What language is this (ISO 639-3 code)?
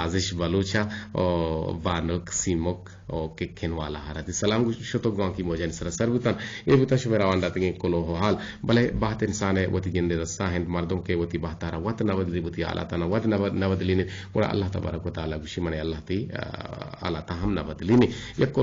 bgp